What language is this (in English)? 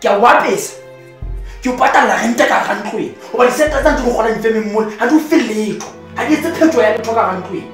Southern Sotho